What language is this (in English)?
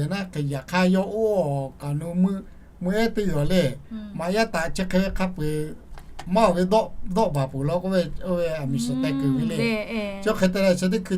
Lahu